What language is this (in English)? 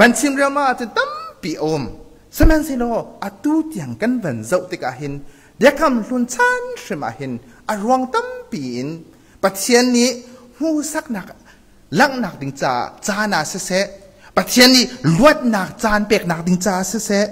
Hakha Chin